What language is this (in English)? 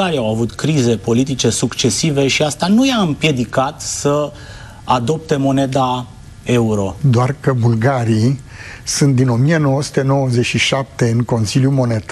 Romanian